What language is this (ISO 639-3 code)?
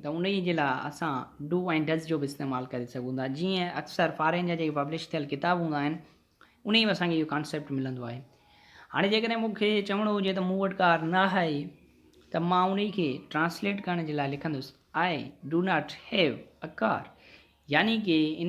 snd